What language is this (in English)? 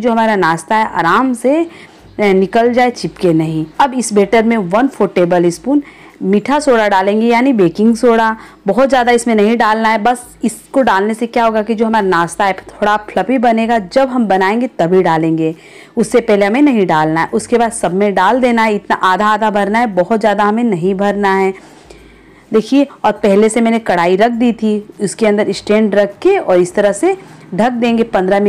Hindi